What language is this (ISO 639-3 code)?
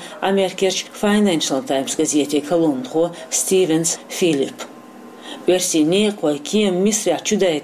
che